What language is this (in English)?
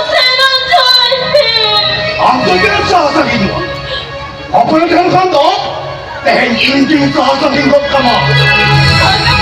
Santali